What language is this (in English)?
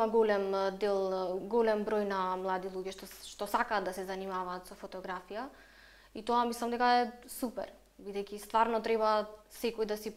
Macedonian